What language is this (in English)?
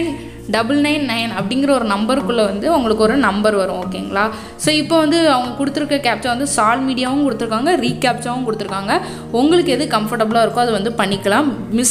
Tamil